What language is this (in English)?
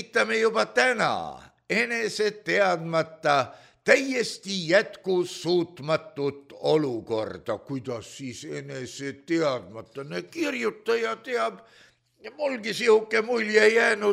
Estonian